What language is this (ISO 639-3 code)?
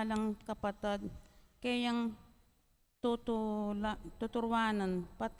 pam